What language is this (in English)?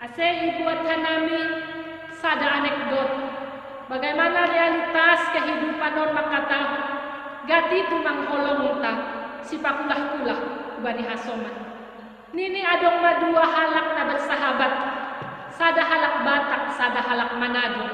Batak Simalungun